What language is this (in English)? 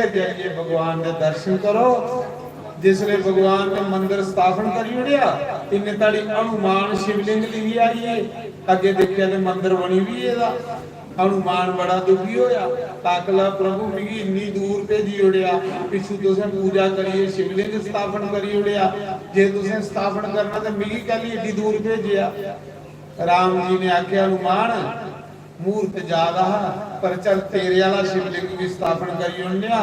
Dogri